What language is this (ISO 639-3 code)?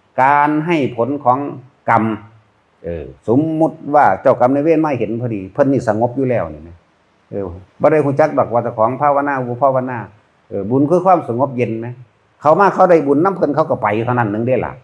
tts